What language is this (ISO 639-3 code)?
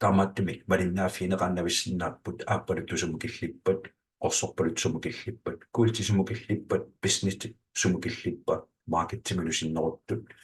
kal